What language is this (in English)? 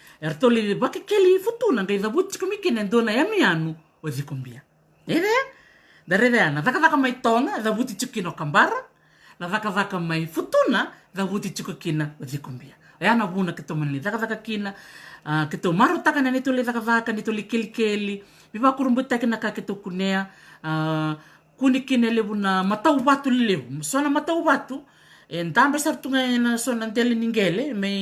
Fijian